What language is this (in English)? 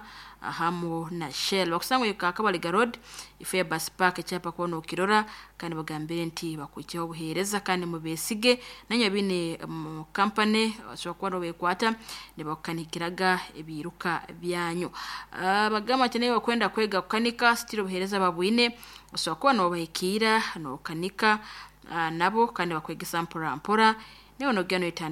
Nyoro